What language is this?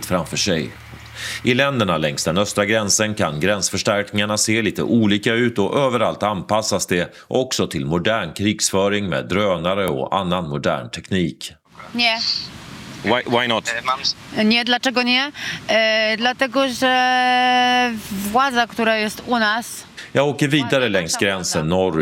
Swedish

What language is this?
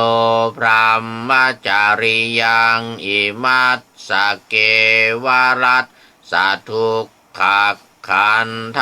Pali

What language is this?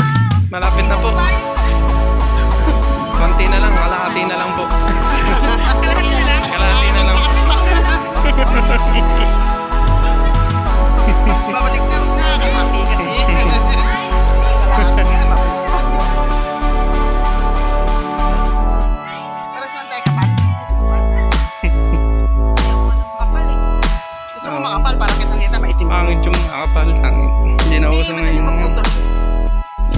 Filipino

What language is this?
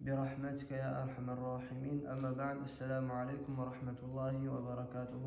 Kumyk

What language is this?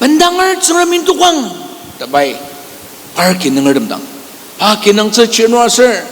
Ao Naga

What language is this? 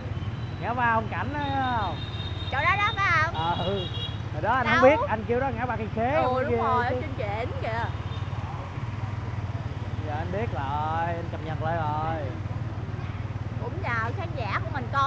Vietnamese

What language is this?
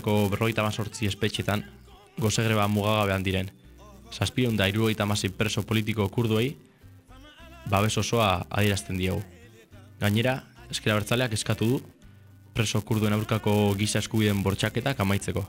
Basque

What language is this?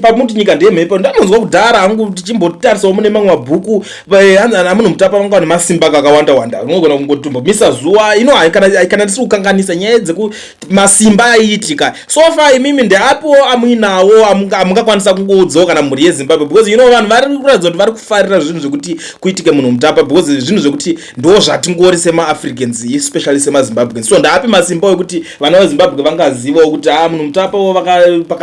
Shona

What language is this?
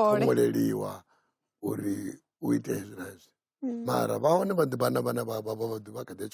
Venda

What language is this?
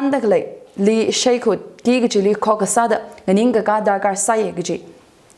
Tangkhul Naga (India)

